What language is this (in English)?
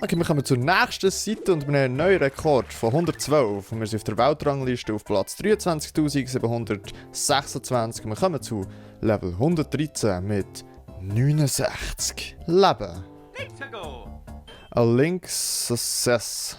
Swiss German